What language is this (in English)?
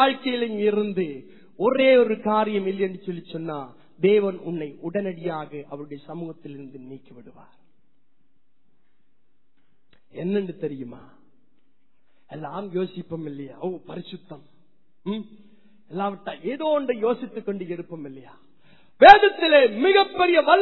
Tamil